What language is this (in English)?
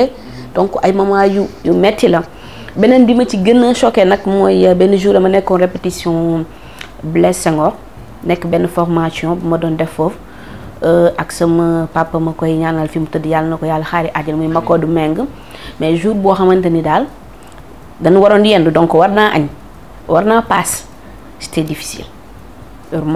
Wolof